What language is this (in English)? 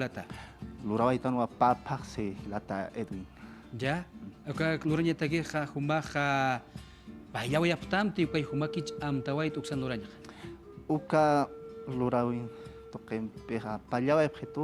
Aymara